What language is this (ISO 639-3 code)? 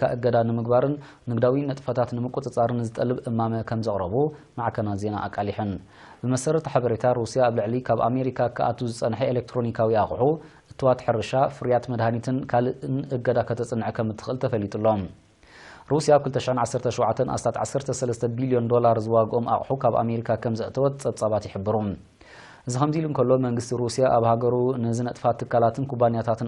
tir